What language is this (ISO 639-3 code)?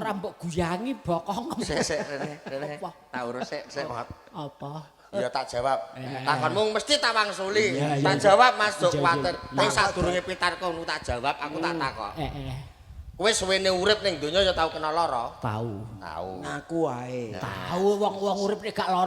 jav